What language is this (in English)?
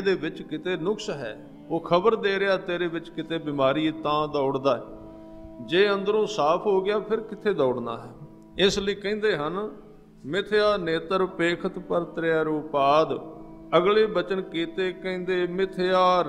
Punjabi